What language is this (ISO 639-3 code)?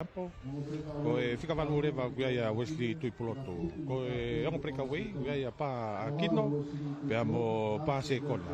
ton